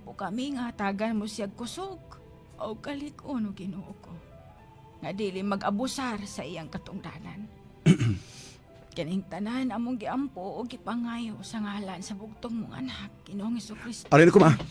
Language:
Cebuano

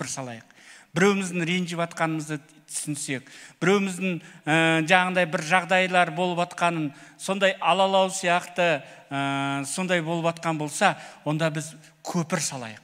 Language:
Kazakh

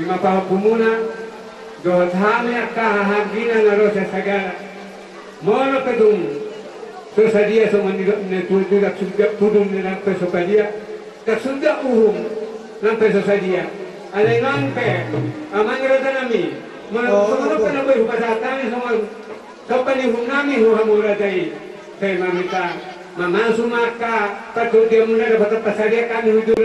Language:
Batak Toba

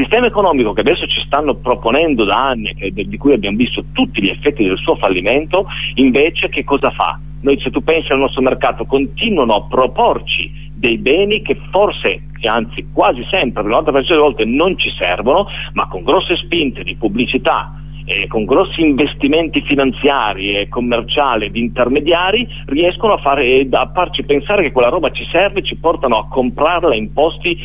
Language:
Italian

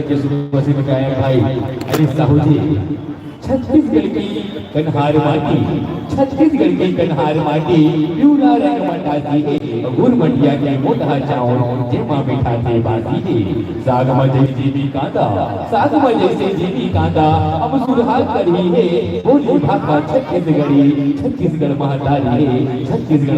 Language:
Chhattisgarhi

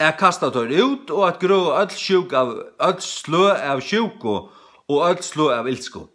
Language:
Faroese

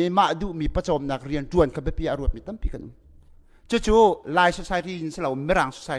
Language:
Hakha Chin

